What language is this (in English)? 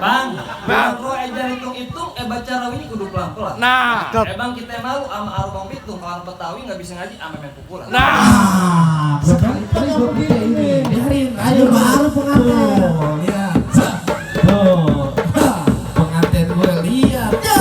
Betawi